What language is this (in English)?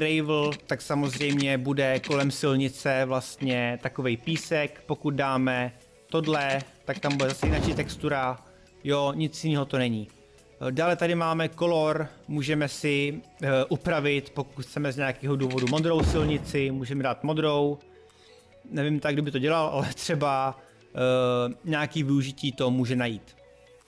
Czech